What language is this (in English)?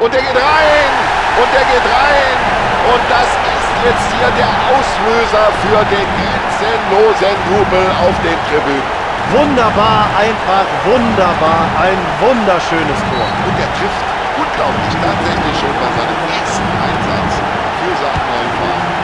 Bavarian